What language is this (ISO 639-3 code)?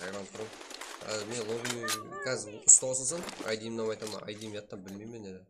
kaa